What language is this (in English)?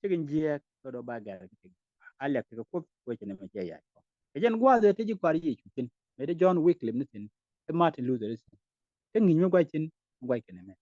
Nuer